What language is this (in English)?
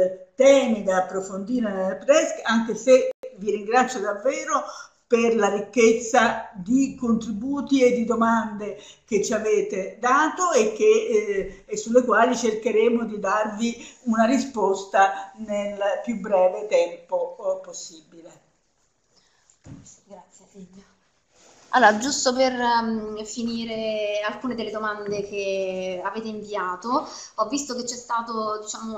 Italian